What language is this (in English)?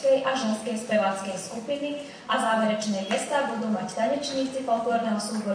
Slovak